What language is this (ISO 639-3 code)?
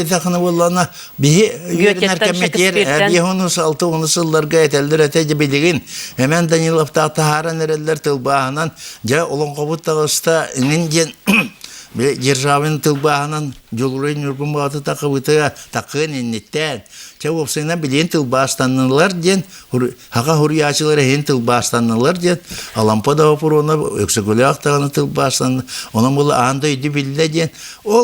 sah